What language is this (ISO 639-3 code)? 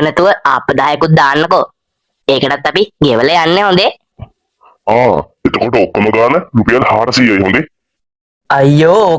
sin